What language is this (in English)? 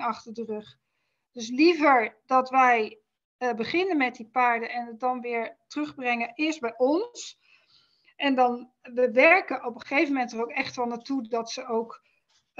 Dutch